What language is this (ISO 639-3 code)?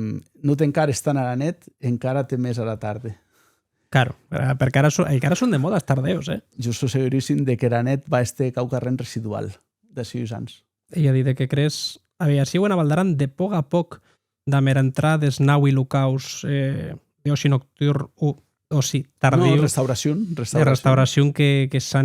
oci